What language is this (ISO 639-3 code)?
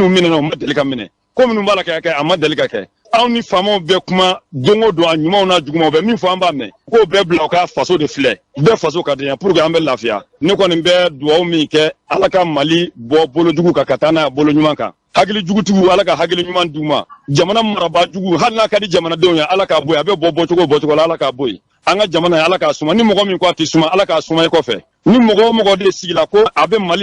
bam